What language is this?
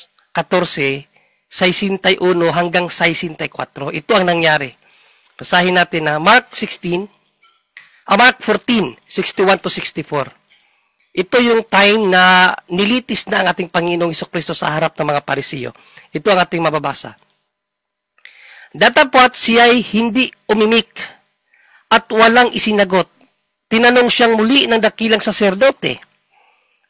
Filipino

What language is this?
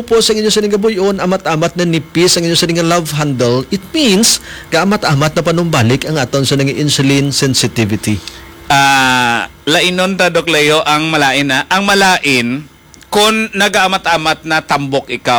Hiligaynon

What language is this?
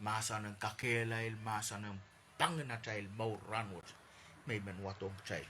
Pohnpeian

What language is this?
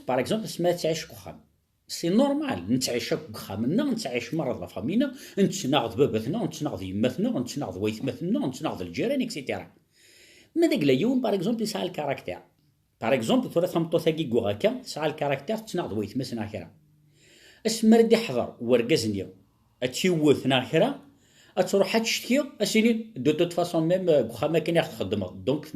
Kabyle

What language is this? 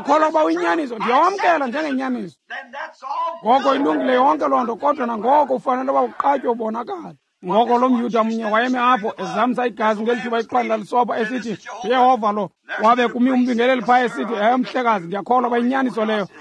Xhosa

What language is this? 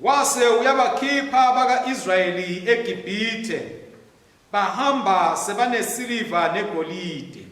Swati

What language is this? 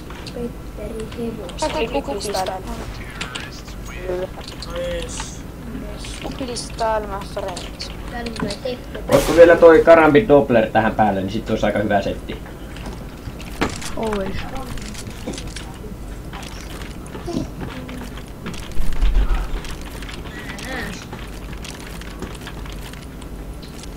Finnish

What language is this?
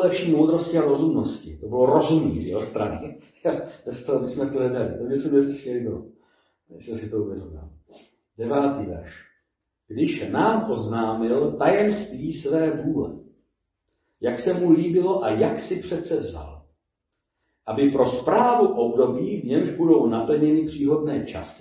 Czech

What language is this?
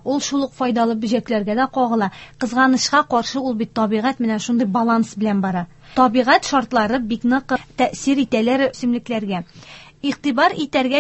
Tatar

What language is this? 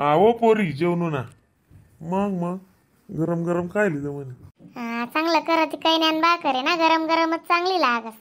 Khandesi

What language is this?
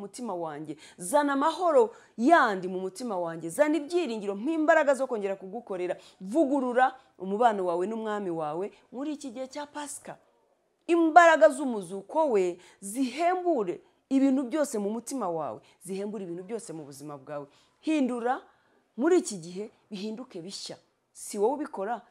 Kinyarwanda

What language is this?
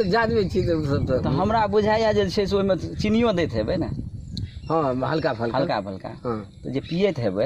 Maithili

